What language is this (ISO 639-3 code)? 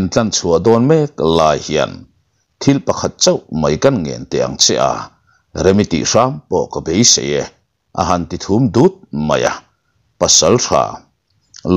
lus